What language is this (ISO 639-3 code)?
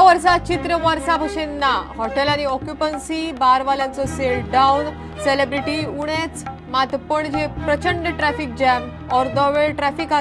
kok